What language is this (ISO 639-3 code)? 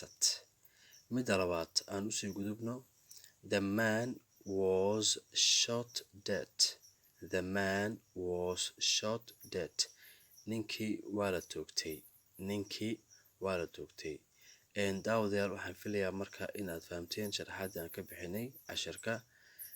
som